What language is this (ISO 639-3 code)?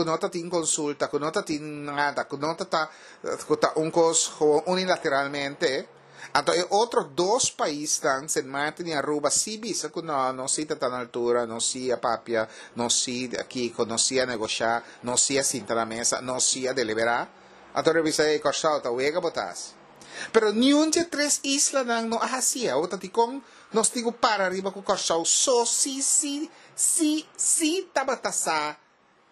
pap